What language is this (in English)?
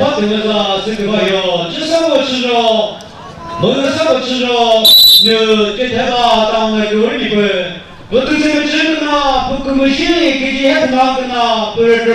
Chokri Naga